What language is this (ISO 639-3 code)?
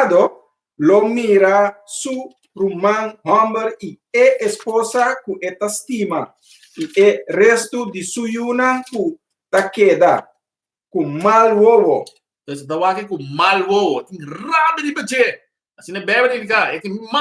pap